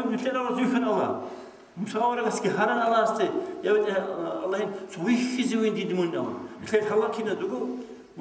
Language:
Avaric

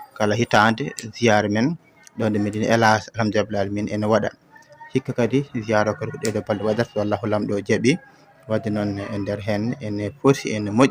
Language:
Fula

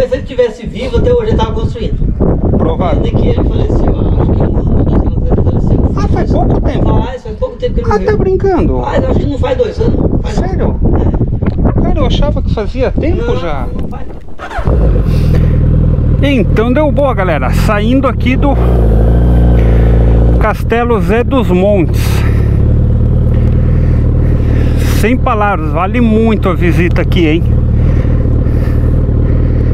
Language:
Portuguese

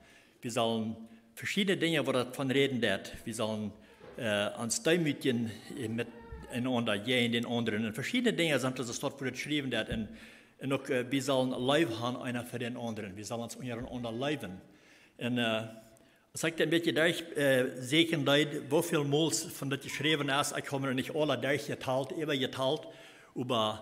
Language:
Plautdietsch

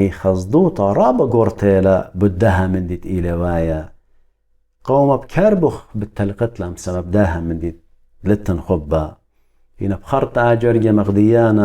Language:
Assyrian Neo-Aramaic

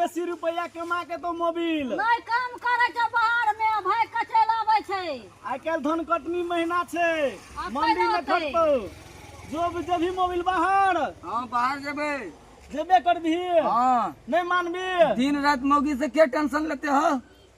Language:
Maithili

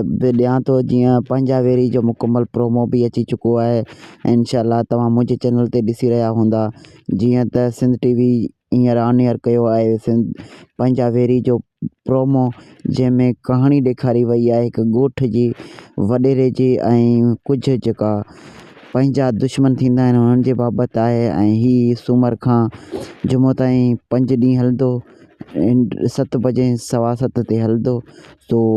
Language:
Sindhi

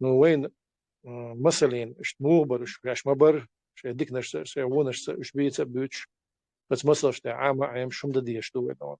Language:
Chechen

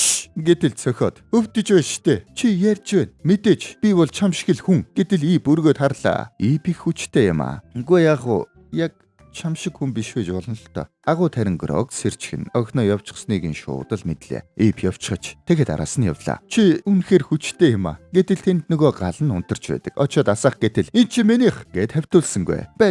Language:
Mongolian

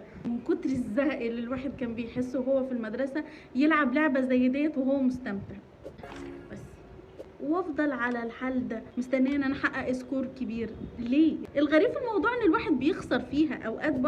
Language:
Egyptian Arabic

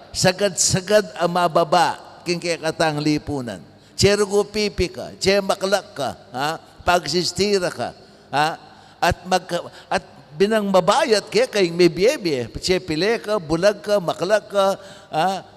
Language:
Pampanga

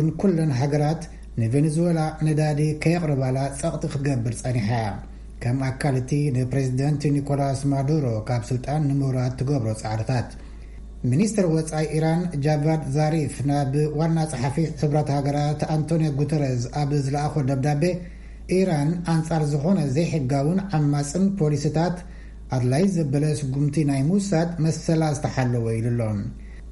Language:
Tigrinya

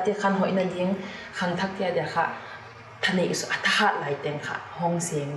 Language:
Paite Chin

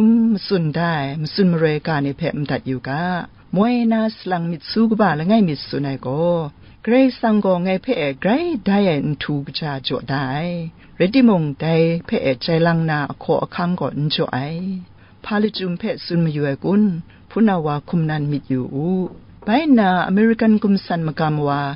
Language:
Kachin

